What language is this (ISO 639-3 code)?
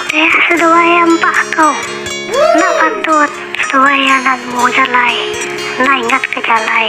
iba